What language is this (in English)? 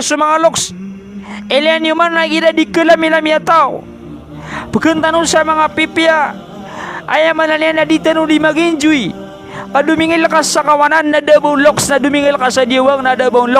Maranao